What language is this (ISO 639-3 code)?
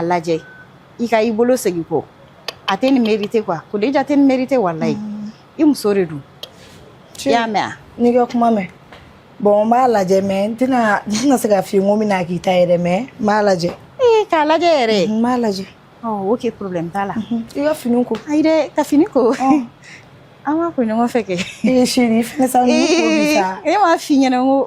bam